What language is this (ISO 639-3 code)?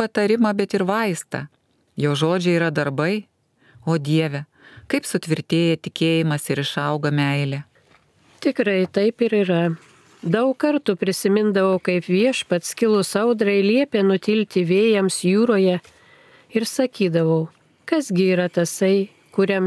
lit